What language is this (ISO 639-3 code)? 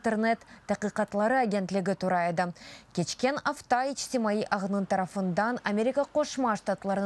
crh